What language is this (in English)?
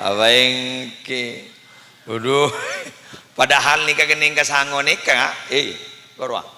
Madurese